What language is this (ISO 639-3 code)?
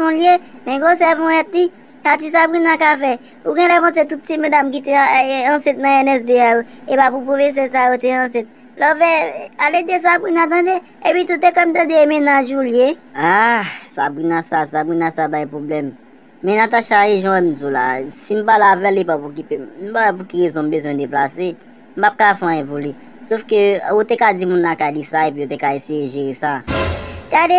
hat